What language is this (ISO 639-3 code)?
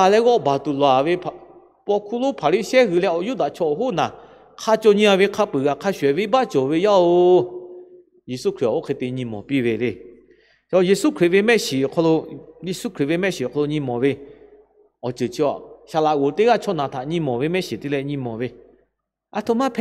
lhu